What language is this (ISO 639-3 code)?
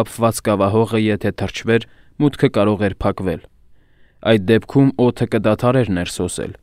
hye